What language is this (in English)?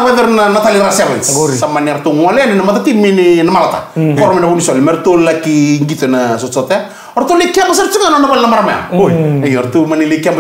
Fijian